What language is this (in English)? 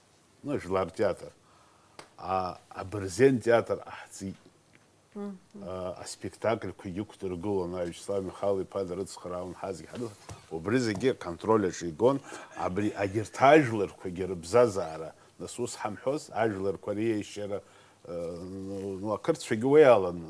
Abkhazian